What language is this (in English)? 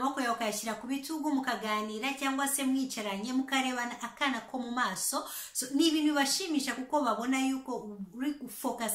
Kinyarwanda